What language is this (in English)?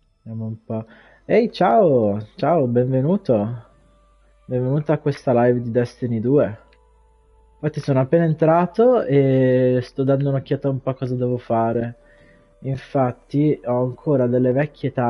Italian